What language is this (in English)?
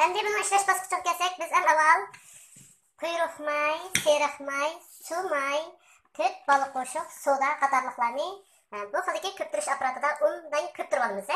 Uyghur